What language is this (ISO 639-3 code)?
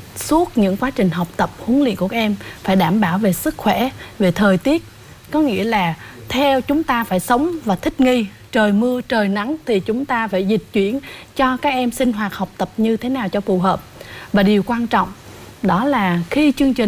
vie